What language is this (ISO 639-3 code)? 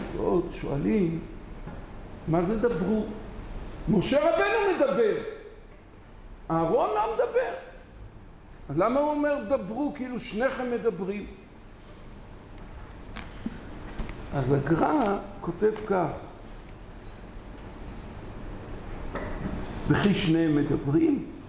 heb